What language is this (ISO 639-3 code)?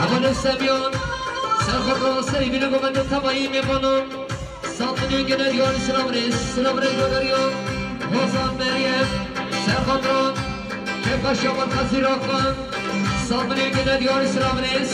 kur